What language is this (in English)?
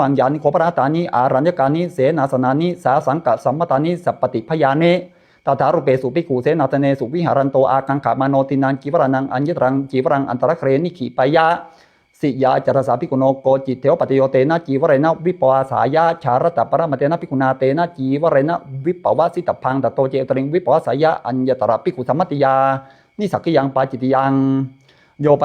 Pali